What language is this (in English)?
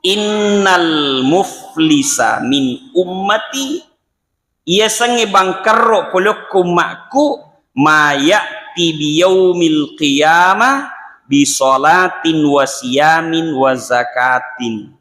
Buginese